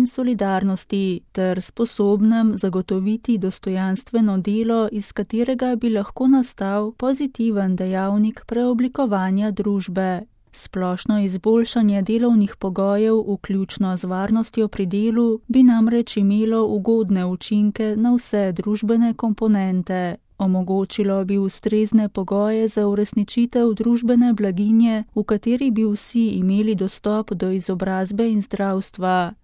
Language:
Slovenian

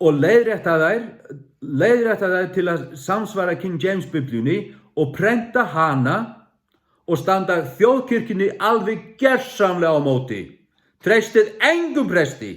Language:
Faroese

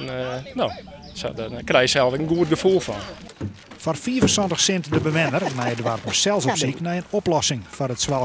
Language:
Western Frisian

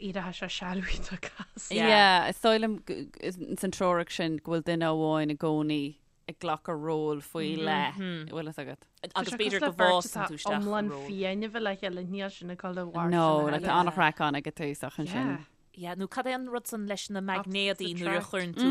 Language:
Irish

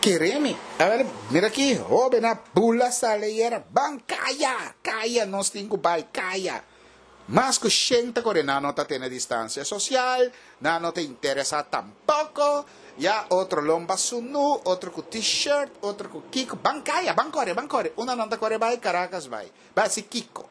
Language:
Papiamento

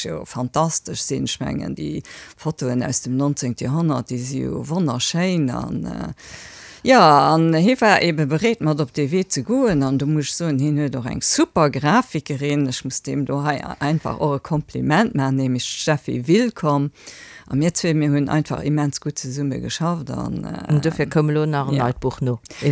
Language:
Luxembourgish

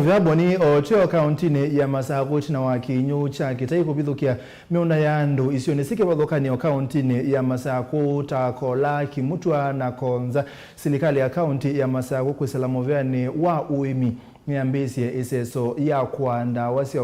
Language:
Kamba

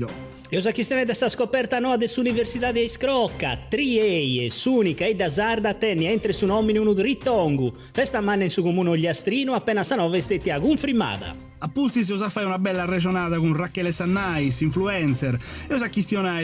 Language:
Sardinian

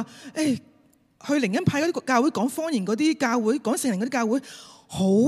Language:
Cantonese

